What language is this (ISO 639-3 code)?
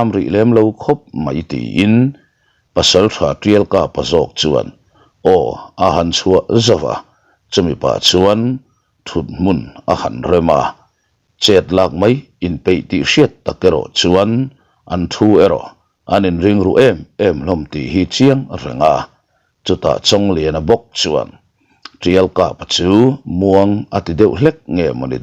lus